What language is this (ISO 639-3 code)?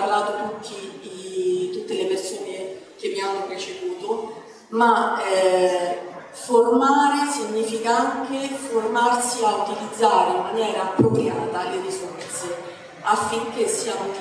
ita